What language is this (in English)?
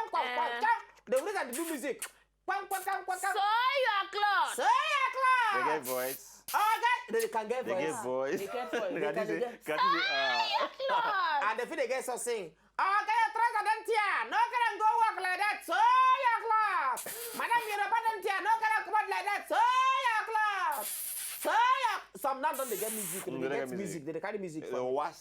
Nigerian Pidgin